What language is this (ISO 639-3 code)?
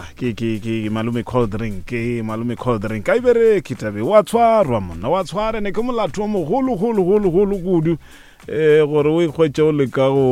nso